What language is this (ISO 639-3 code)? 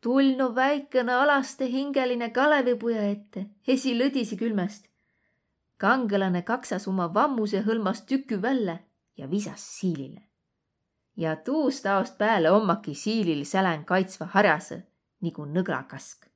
vro